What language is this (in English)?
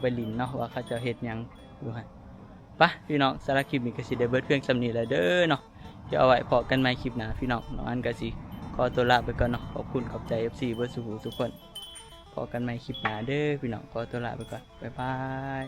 Northeastern Thai